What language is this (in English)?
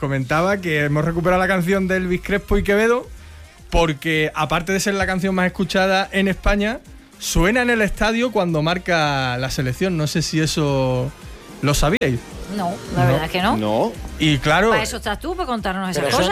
Spanish